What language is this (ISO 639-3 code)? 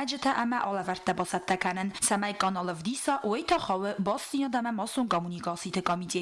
oss